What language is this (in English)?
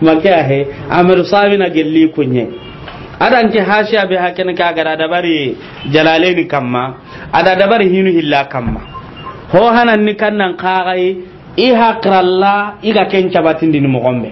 Soninke